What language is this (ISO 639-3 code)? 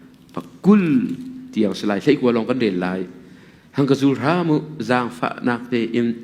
cnh